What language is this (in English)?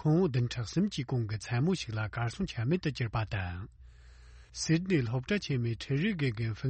Tibetan